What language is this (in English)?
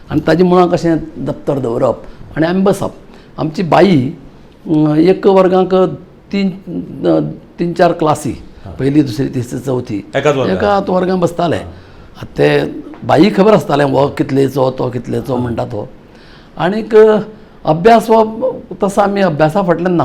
Konkani